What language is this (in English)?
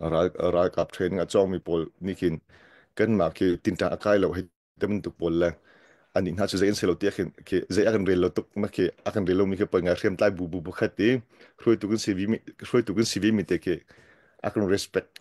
Hakha Chin